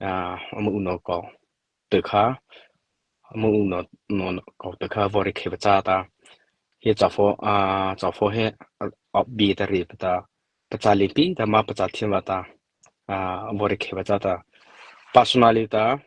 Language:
Mara Chin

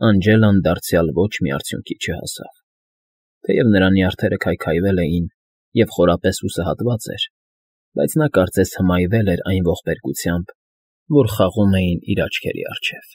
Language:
Armenian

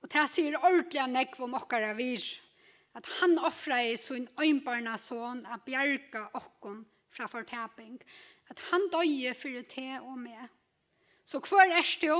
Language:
Faroese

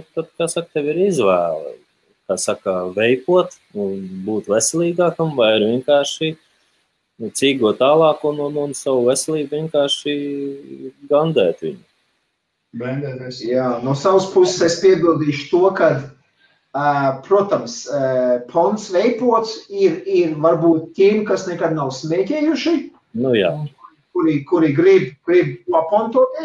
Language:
Latvian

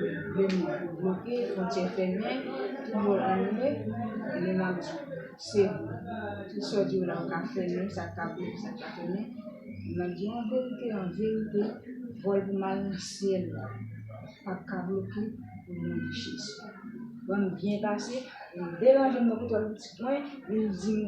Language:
Haitian Creole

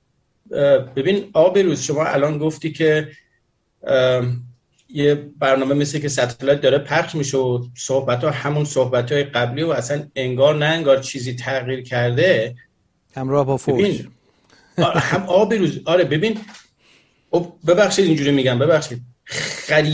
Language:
Persian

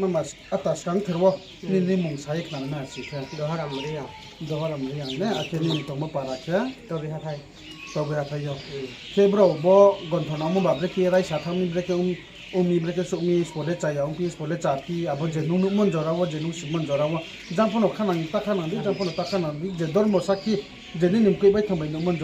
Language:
Riang (India)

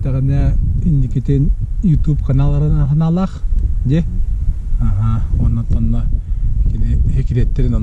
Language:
Yakut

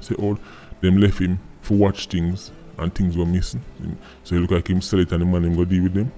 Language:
Jamaican Creole English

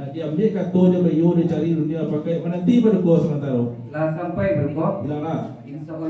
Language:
Minangkabau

